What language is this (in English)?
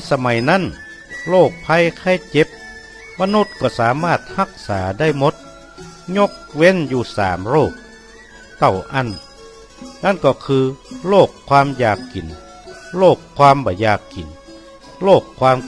Northern Thai